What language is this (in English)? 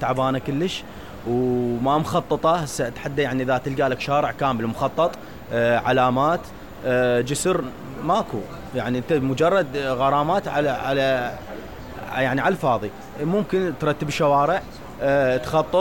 Mesopotamian Arabic